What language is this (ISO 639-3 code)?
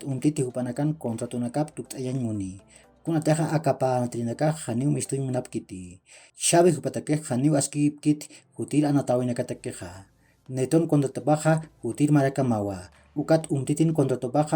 aym